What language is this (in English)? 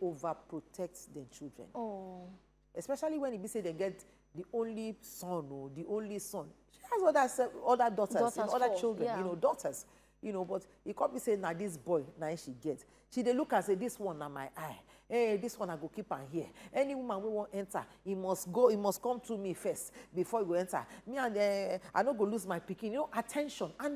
Nigerian Pidgin